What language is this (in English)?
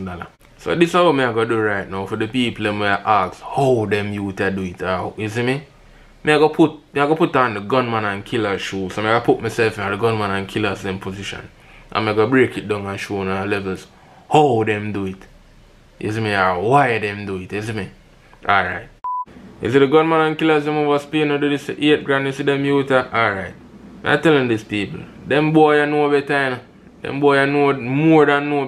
Jamaican Creole English